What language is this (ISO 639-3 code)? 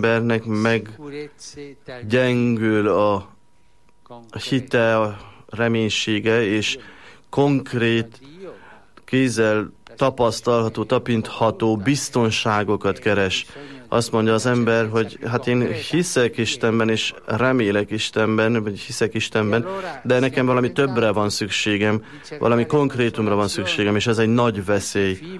hun